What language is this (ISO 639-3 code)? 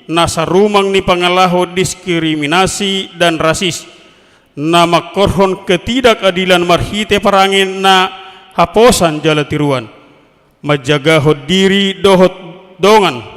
bbc